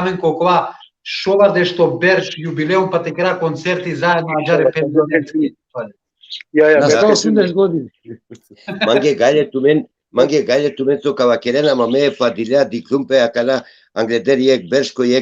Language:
Balkan Romani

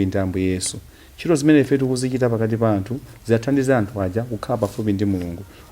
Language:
Nyanja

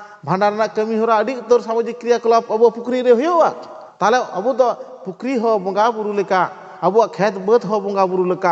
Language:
Santali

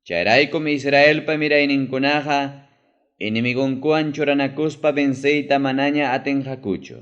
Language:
Ayacucho Quechua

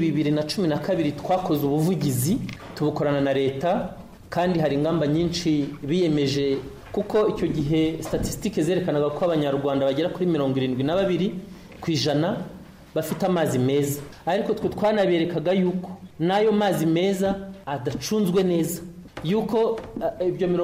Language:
Kinyarwanda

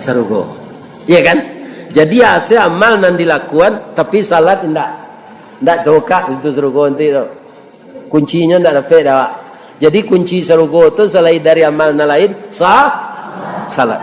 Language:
Minangkabau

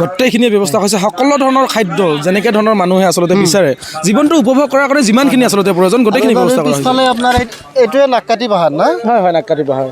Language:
Assamese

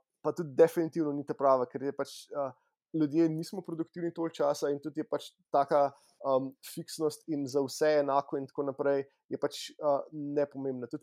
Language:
Slovenian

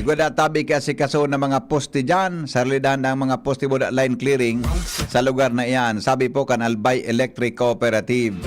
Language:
Bikol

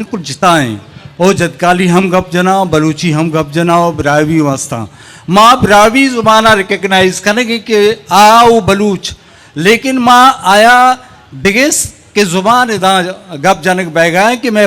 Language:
Eastern Balochi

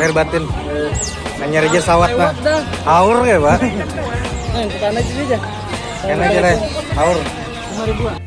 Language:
Banjar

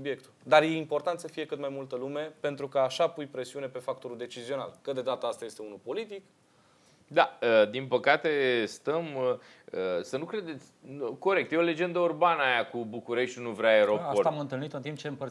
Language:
Romanian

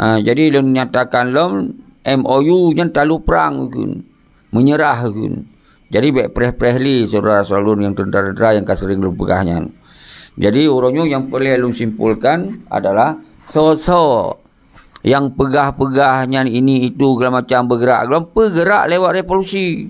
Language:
Achinese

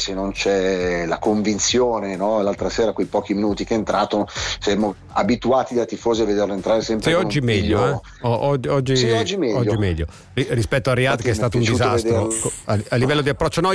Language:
Italian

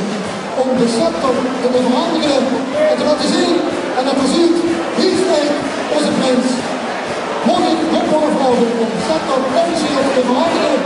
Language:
Limburgish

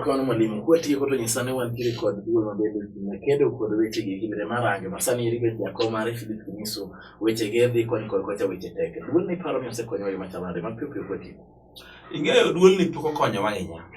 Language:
Luo (Kenya and Tanzania)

